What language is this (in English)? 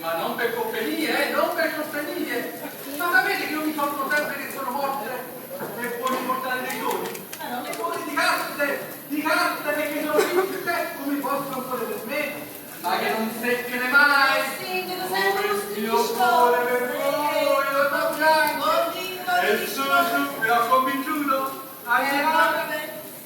Neapolitan